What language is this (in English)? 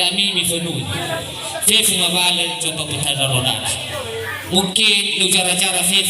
Nias